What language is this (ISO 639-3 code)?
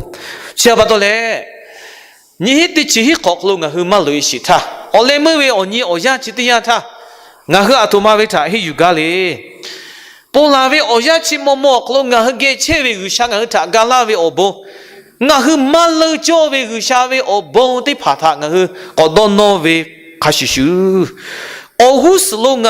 lhu